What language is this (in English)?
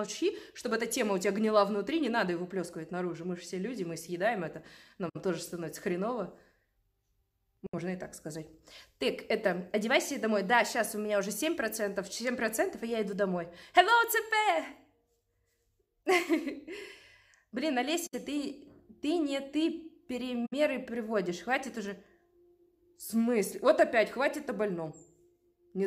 Russian